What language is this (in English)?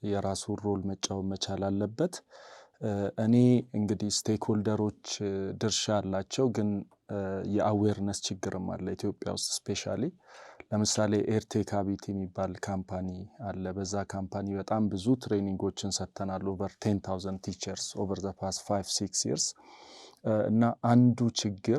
Amharic